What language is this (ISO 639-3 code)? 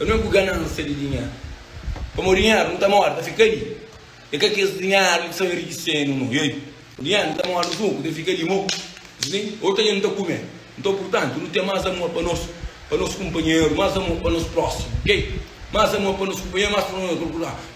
kea